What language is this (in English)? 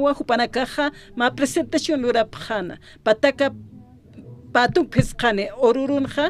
Aymara